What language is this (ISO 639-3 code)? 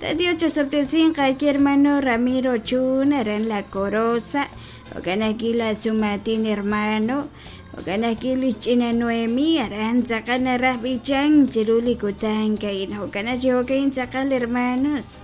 kek